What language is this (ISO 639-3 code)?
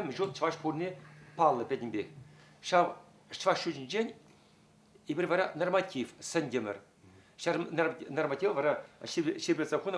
chv